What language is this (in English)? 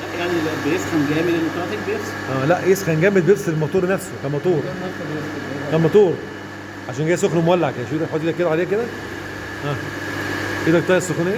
Egyptian Arabic